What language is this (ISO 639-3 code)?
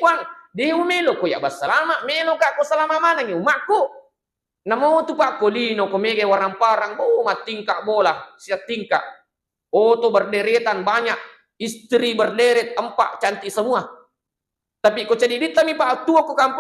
bug